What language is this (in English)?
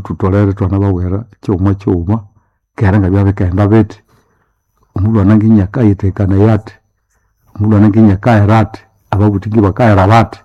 Nande